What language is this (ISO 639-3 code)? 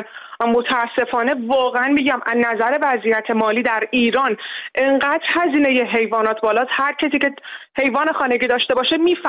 fas